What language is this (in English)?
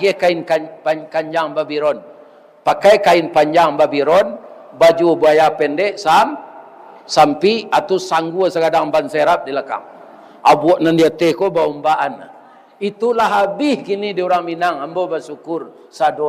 Minangkabau